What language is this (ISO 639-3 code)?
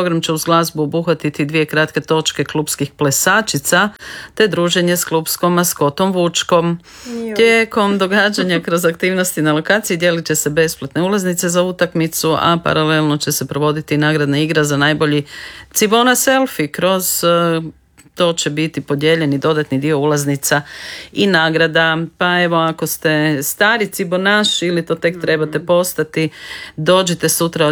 hrv